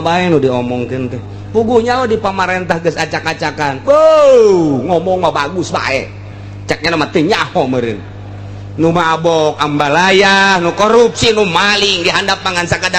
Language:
Sundanese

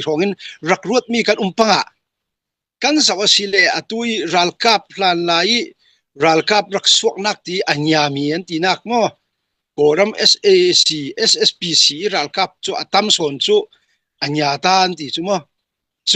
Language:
Falam Chin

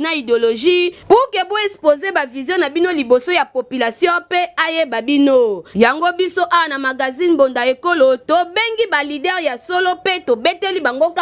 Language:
Lingala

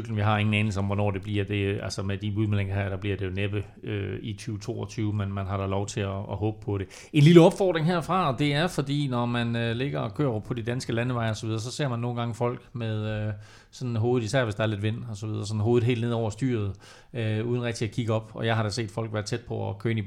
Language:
Danish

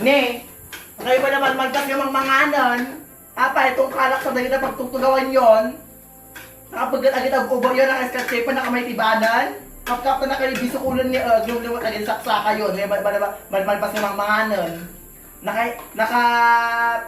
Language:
Iloko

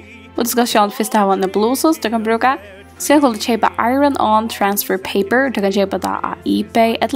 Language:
Faroese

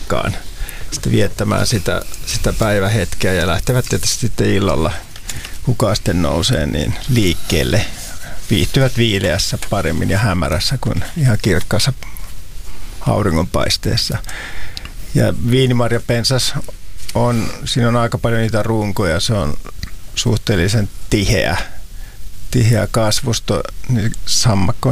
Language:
Finnish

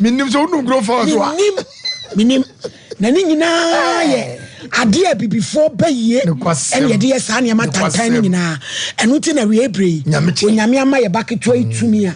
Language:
Akan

